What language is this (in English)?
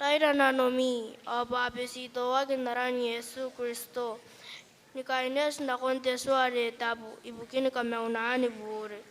Gilbertese